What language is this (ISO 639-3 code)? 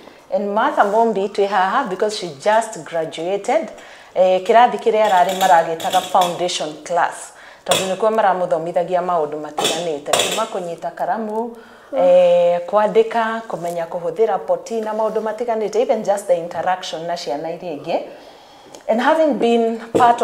kik